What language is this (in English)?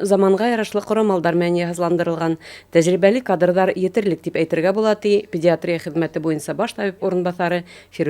Bashkir